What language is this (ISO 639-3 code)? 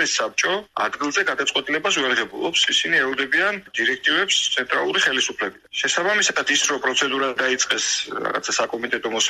kat